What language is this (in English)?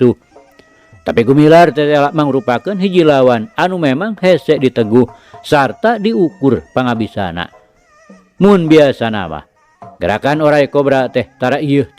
Sundanese